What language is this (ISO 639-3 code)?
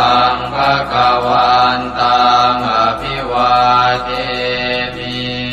pli